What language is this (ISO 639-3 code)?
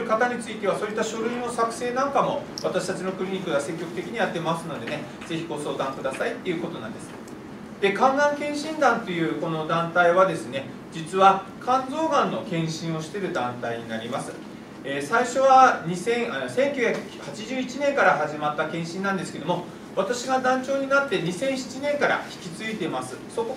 jpn